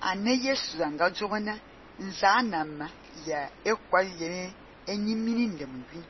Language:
Fang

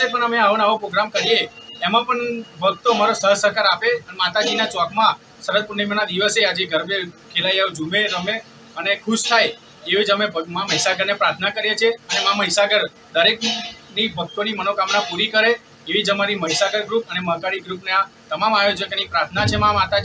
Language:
Gujarati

